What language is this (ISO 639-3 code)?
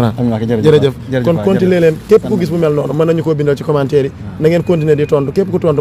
wol